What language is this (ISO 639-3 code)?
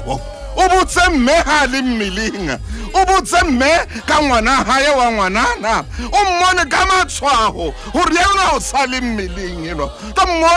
sot